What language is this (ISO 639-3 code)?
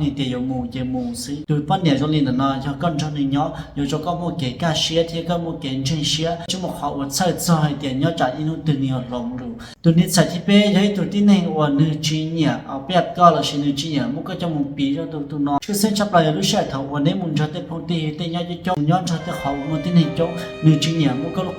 hmn